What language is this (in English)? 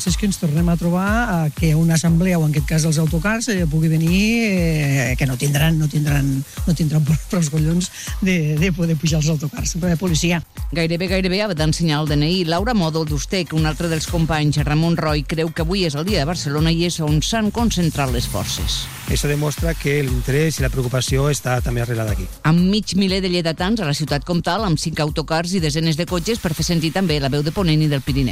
Catalan